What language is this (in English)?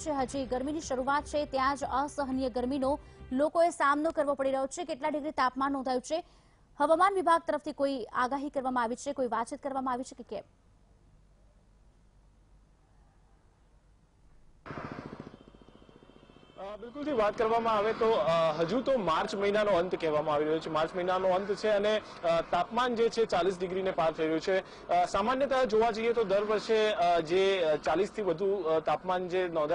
Gujarati